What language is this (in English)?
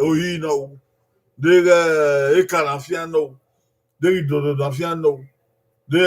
Bini